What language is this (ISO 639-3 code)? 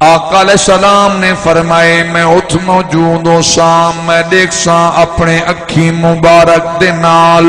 skr